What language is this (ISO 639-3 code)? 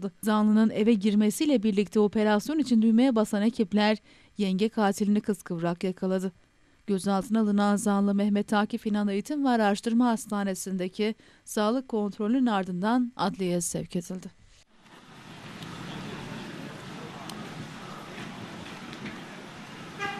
tur